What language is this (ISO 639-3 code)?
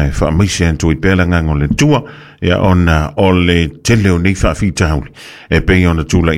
smo